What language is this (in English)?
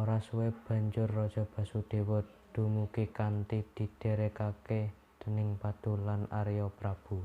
Javanese